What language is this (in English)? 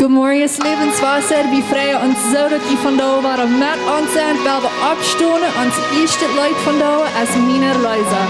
Plautdietsch